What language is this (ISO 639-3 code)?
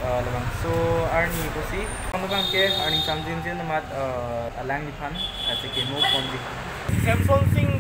mjw